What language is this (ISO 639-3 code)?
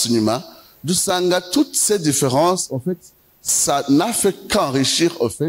run